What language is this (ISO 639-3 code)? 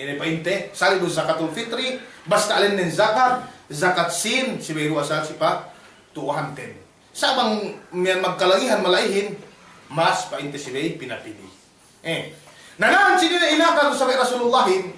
yka